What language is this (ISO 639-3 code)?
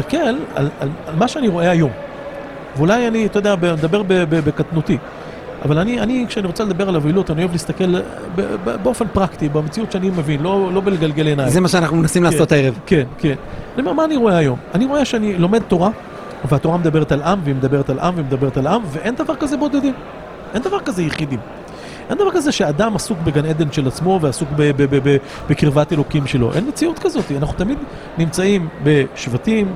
heb